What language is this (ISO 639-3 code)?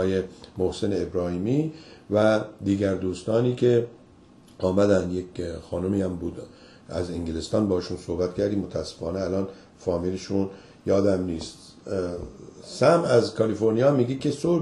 fas